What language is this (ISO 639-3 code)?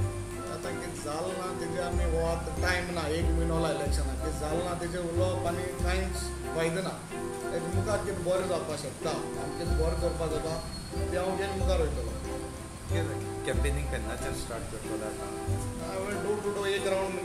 kok